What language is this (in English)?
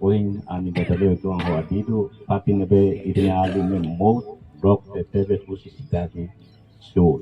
Tetum